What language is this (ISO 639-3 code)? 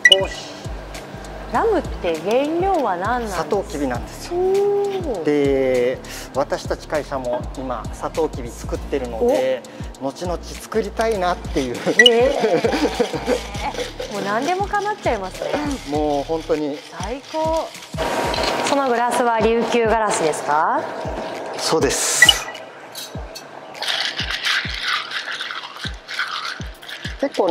jpn